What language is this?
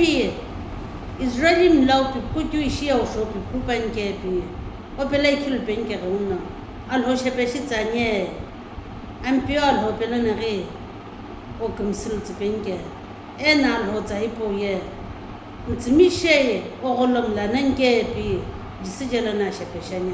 Sumi Naga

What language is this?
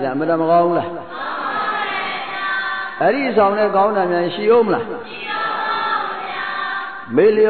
Burmese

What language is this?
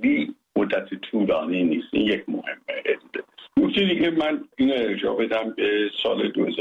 Persian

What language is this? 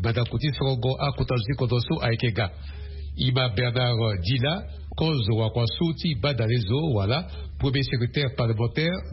Sango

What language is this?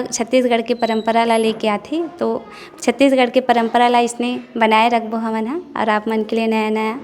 Chhattisgarhi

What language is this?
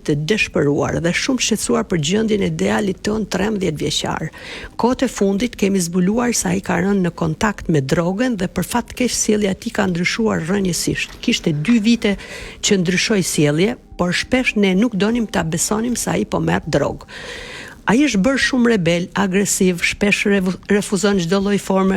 Albanian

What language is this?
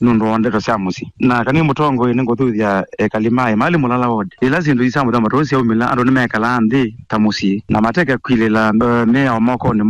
Kamba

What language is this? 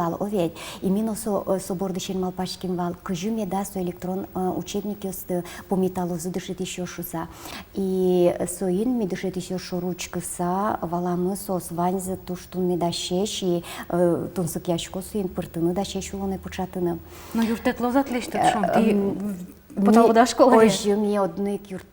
Udmurt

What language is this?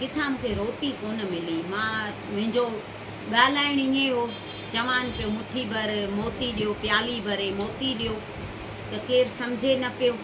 Sindhi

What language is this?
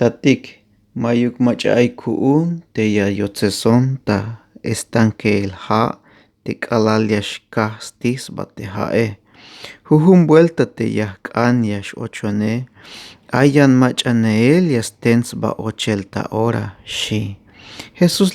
Tzeltal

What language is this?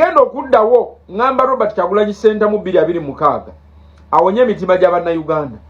Ganda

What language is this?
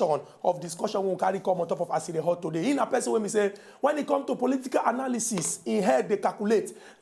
Nigerian Pidgin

